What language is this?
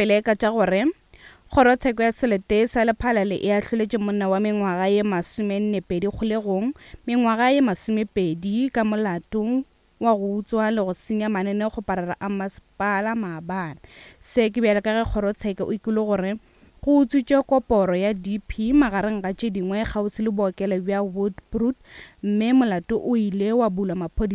Northern Sotho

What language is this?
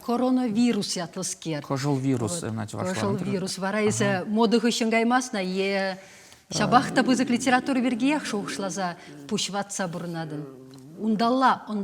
Chuvash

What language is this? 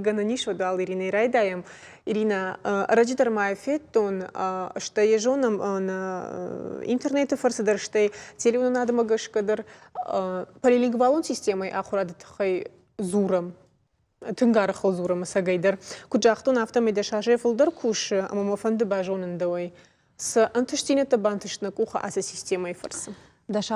Ossetic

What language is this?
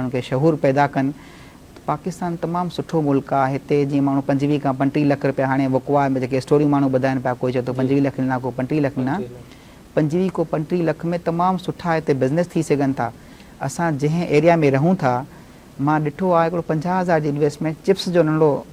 Sindhi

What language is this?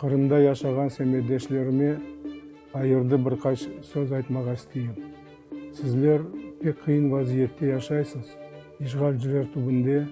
Crimean Tatar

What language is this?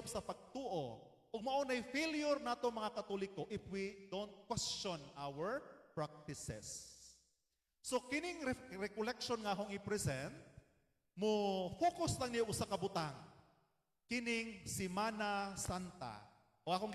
Cebuano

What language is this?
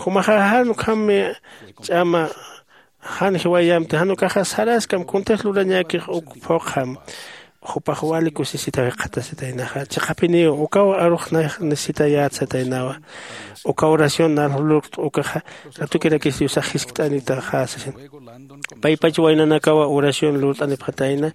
Aymara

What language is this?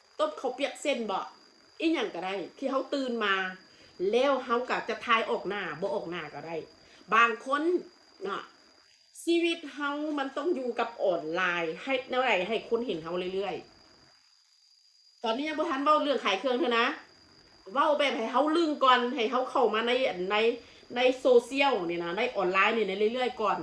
Northeastern Thai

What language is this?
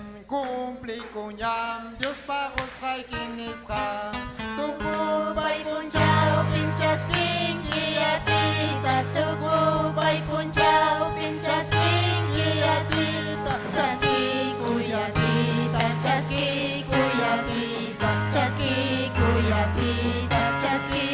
Ayacucho Quechua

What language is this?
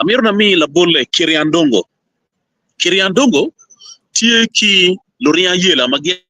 Acoli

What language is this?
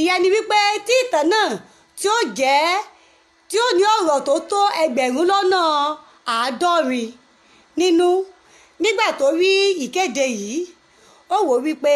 Yoruba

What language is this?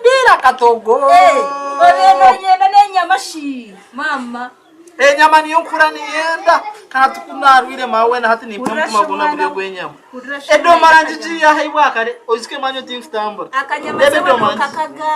Nyankole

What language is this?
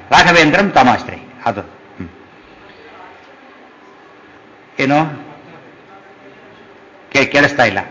Kannada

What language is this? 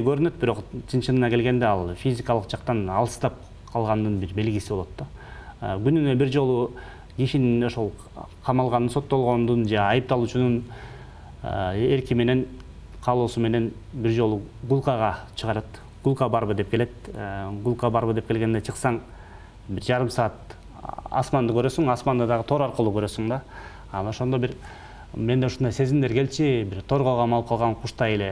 Kyrgyz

